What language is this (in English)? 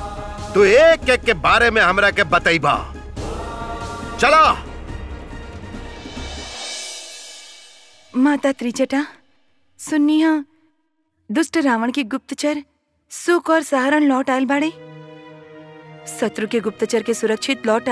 Bhojpuri